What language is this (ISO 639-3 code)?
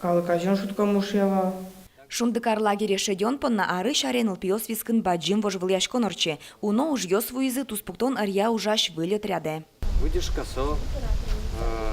udm